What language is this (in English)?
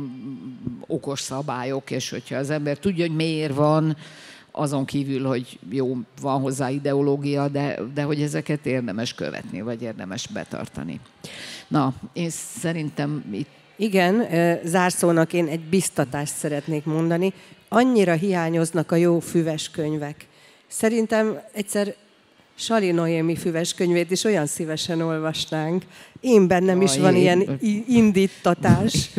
Hungarian